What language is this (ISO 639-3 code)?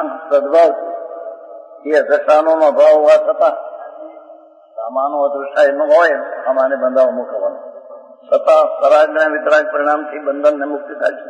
guj